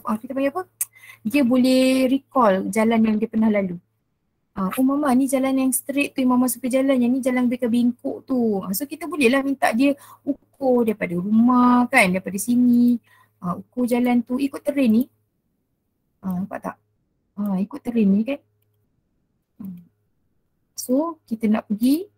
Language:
Malay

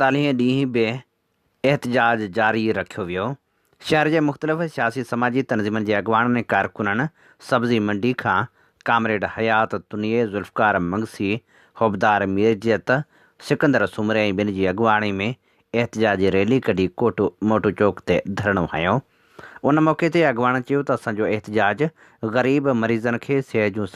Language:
Sindhi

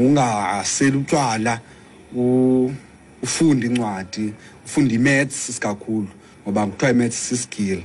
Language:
Xhosa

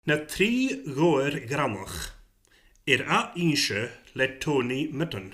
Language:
Scottish Gaelic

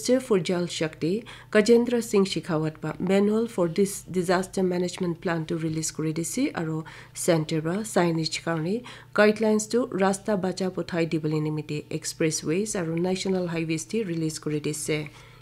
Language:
Naga Pidgin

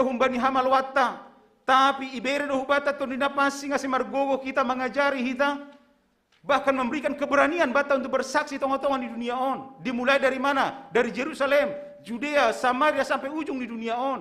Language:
Batak Simalungun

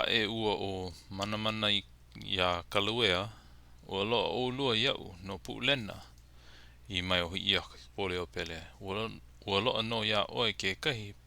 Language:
Hawaiian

